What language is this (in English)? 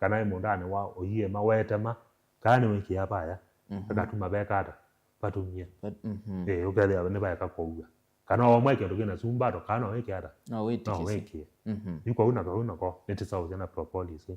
Kamba